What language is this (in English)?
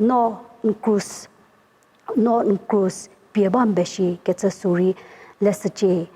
Angami Naga